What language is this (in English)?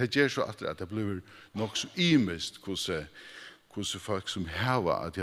Faroese